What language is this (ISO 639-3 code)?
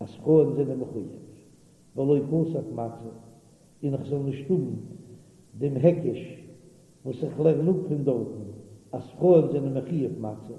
yid